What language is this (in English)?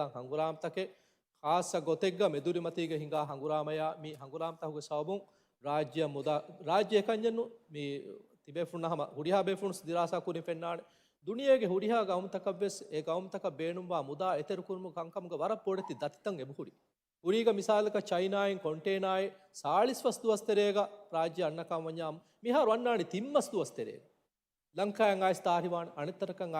Divehi